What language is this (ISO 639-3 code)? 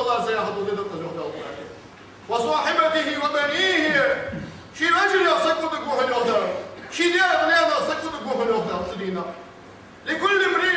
inh